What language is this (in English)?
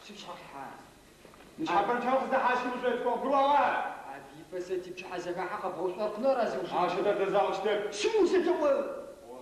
Adyghe